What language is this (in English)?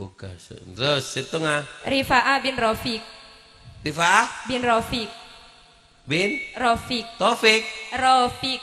Madurese